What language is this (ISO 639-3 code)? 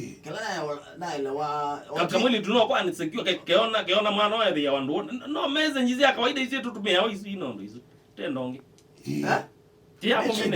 kam